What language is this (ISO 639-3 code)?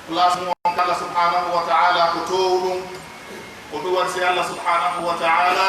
fuf